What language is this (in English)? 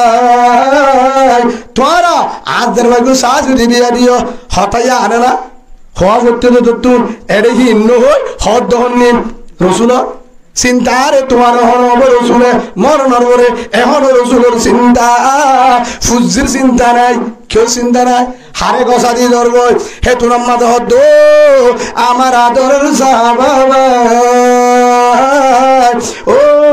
Rohingya